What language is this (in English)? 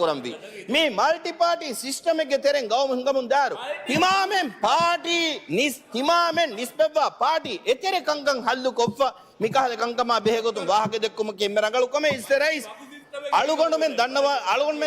Divehi